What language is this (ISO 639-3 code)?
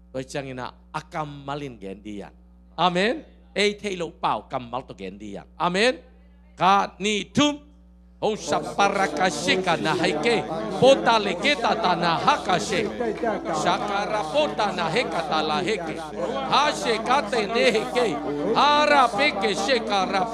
ctd